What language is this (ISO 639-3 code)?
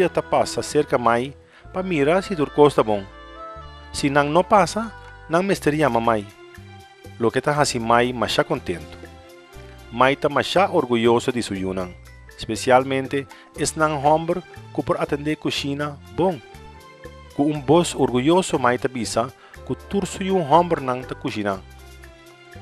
pap